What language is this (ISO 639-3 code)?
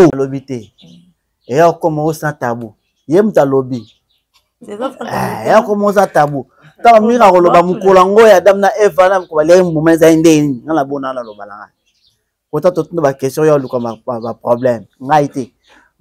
lin